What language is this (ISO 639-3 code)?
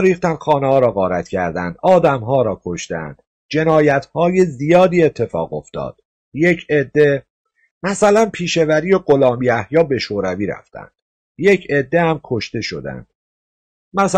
fas